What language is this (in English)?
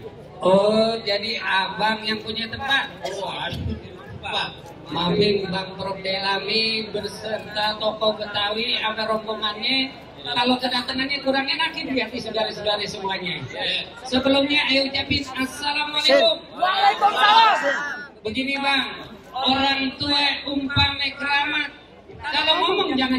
Betawi